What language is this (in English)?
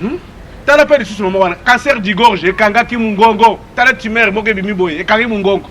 Lingala